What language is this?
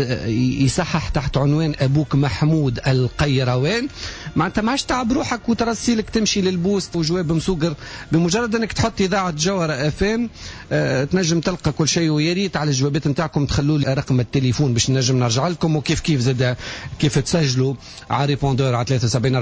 Tunisian Arabic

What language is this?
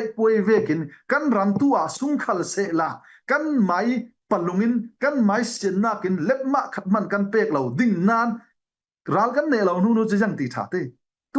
Falam Chin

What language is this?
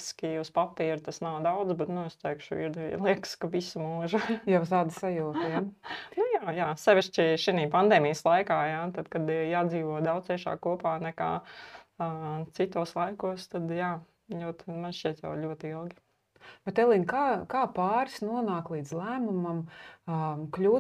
Latvian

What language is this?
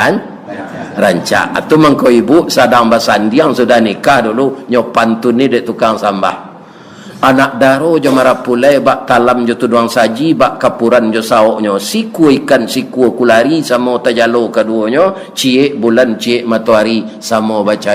Minangkabau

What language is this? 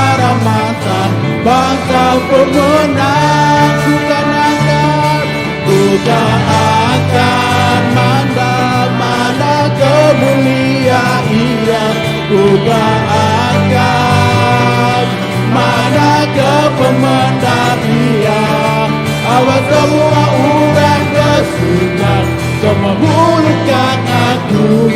Iban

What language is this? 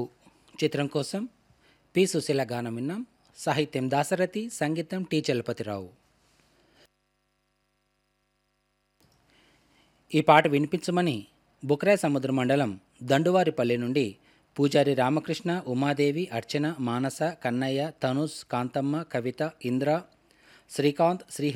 Telugu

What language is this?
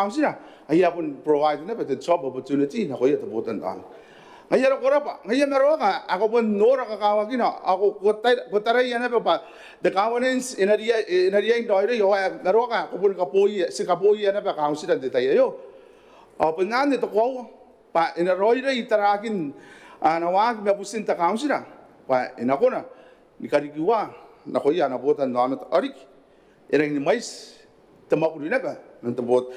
Gilbertese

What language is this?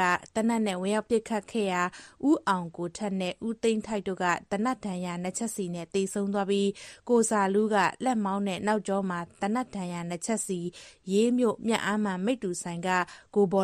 Burmese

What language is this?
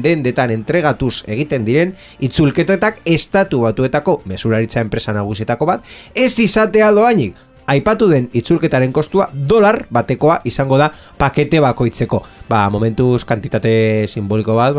Basque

